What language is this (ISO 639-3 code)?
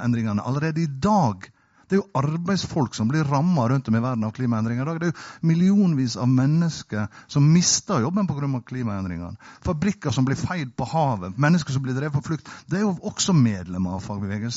nor